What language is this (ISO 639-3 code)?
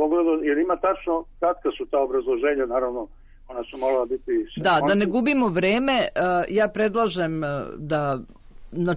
srp